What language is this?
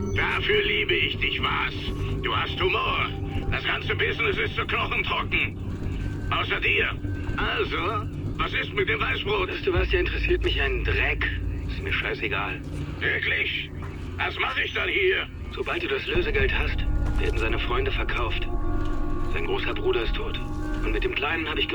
Bavarian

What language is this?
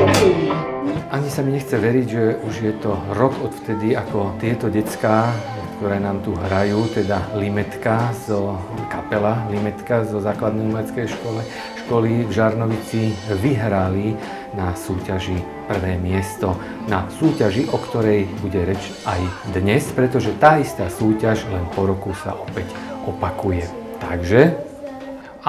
Slovak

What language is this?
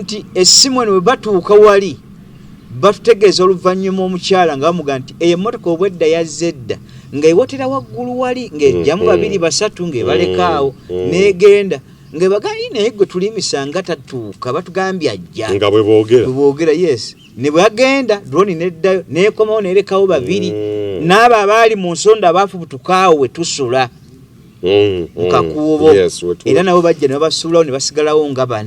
Ganda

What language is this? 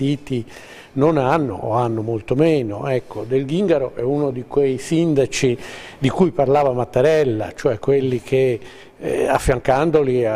Italian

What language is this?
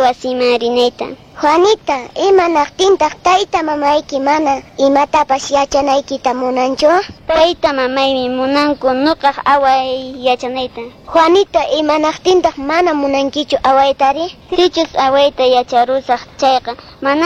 Quechua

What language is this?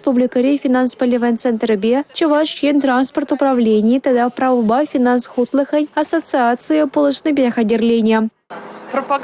Chuvash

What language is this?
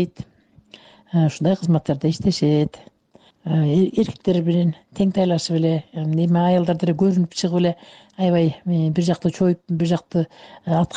Kyrgyz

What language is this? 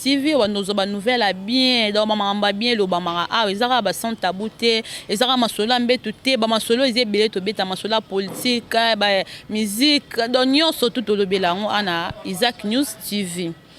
Lingala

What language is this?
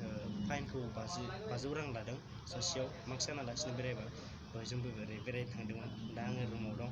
Bodo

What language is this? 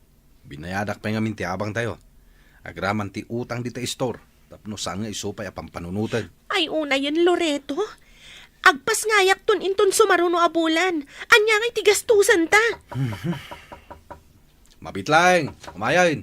Iloko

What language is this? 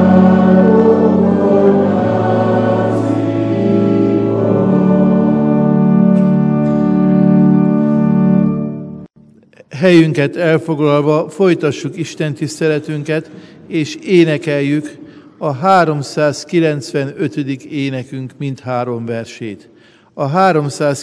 Hungarian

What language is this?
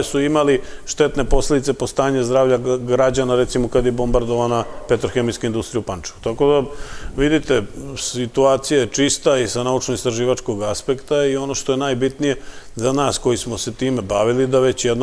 Serbian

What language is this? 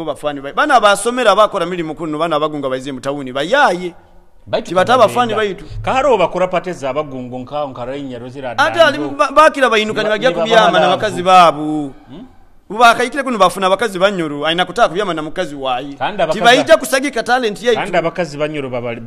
Nyoro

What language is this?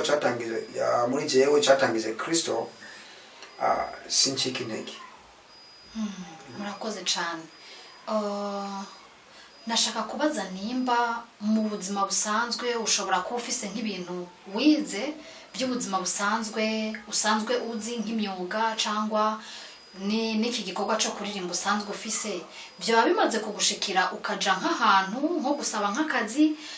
Rundi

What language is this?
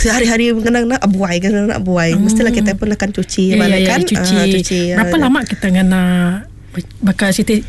Malay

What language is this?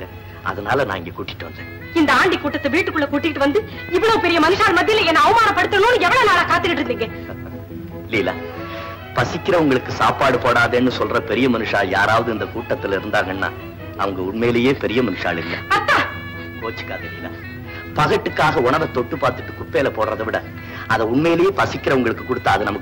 Tamil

